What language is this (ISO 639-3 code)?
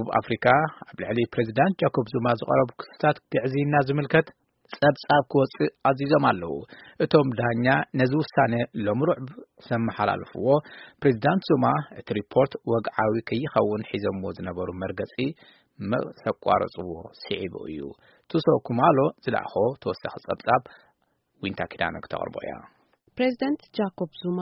tir